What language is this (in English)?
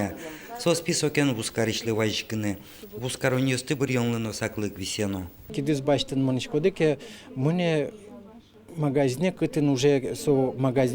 Udmurt